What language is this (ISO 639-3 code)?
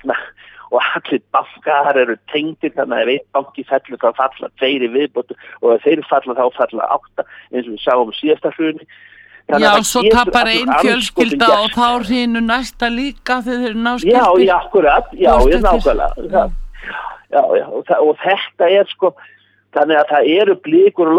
isl